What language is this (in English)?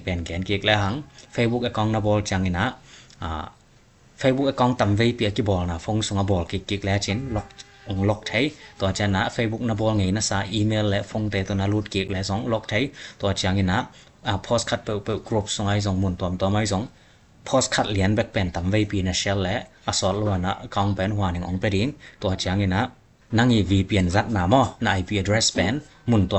Tedim Chin